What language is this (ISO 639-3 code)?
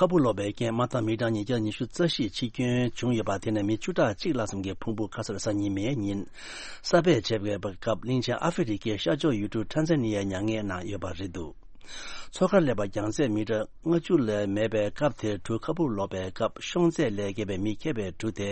bod